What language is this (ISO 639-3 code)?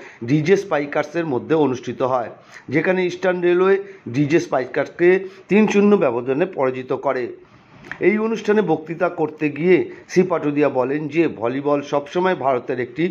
ben